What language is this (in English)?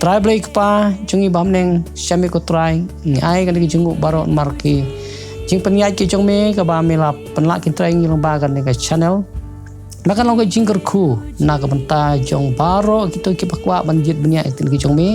Khasi